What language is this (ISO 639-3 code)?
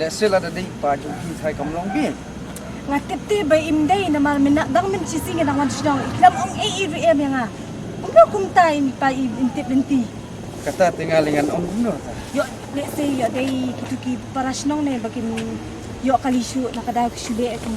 kha